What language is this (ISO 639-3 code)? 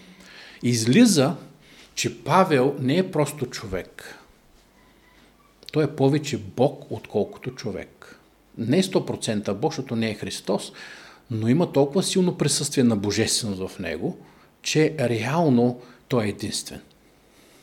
bul